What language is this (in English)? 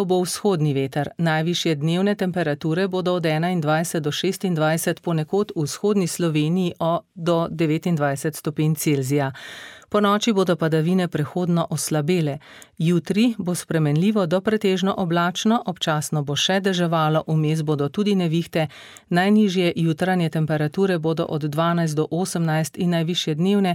Slovenian